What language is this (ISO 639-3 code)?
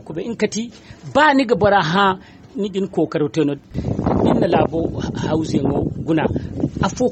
dje